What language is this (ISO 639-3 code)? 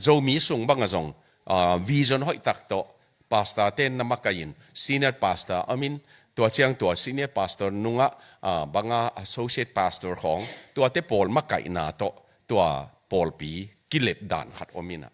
ctd